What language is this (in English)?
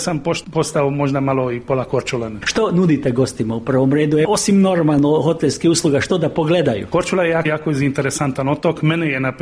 Croatian